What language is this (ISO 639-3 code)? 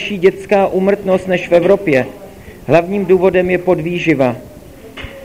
ces